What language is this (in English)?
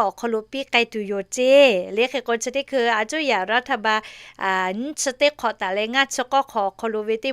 Lahu